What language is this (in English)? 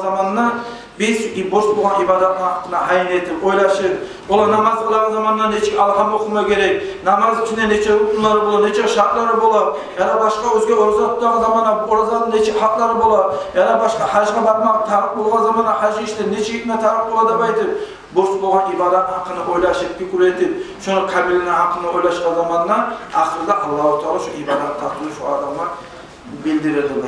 Kumyk